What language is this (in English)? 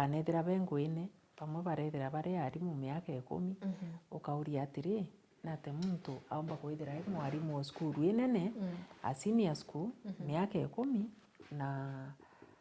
Meru